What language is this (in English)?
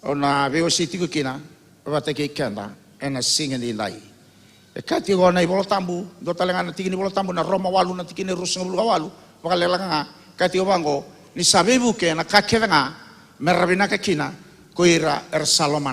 Fijian